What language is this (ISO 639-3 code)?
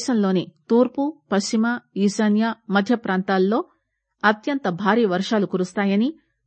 tel